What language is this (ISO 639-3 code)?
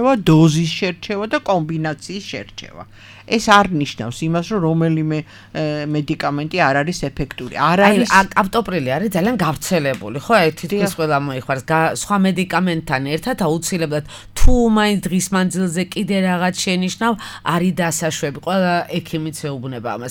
kat